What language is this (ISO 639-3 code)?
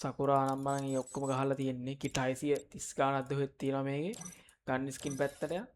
sin